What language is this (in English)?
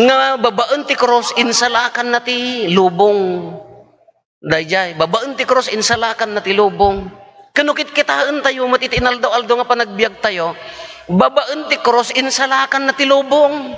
Iloko